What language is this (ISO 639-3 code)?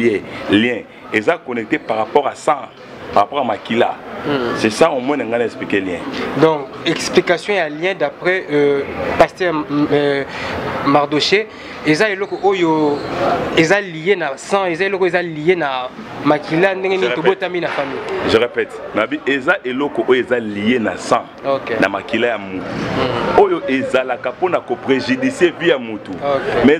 lin